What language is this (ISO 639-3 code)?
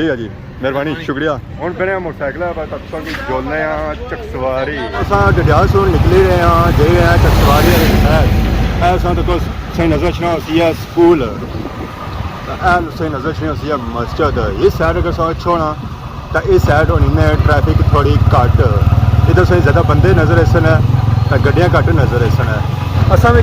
phr